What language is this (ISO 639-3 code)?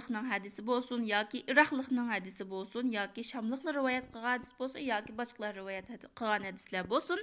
uig